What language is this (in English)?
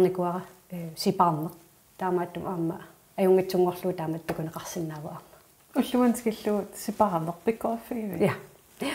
Kalaallisut